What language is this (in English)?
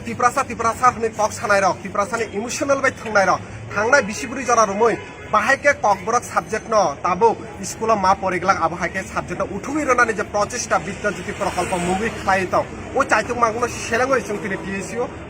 Kok Borok